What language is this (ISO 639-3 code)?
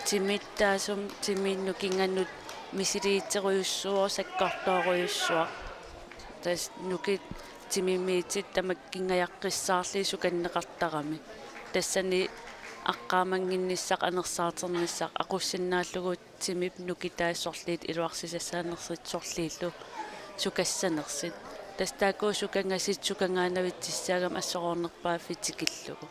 kal